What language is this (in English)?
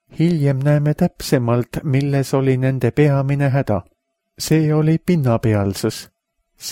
Estonian